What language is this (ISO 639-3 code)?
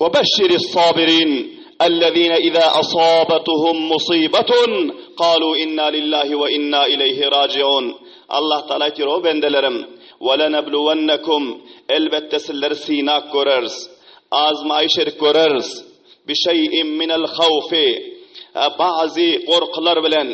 tuk